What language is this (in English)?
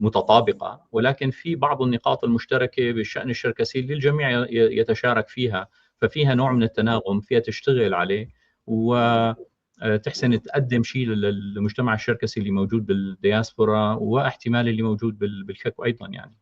North Levantine Arabic